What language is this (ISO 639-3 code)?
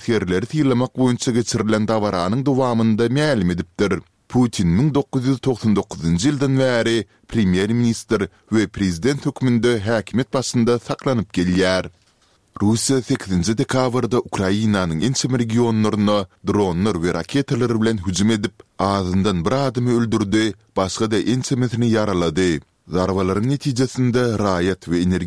tuk